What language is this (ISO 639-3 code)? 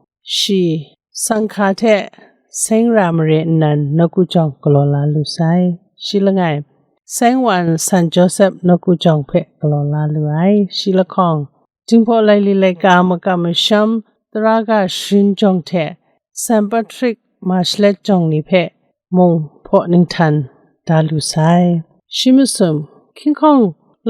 kac